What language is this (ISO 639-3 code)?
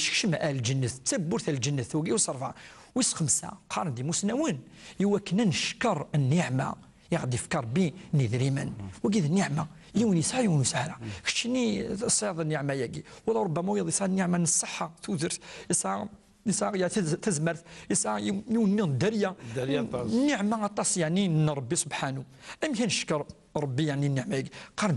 kab